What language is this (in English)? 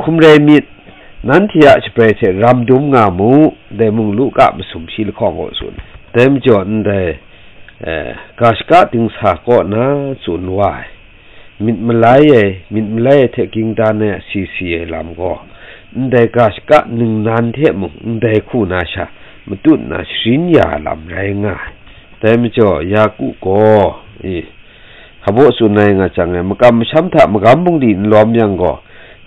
Kachin